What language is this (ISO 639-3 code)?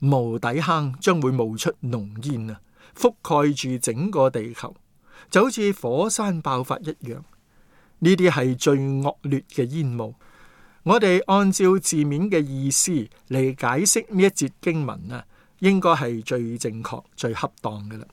yue